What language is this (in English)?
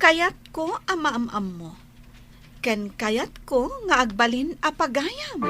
Iloko